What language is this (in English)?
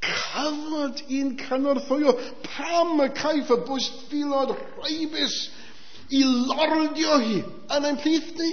Welsh